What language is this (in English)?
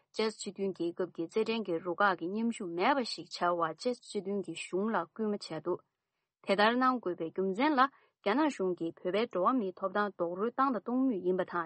Tibetan